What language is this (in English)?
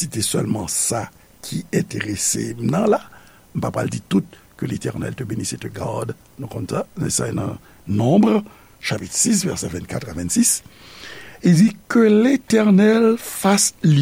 Haitian Creole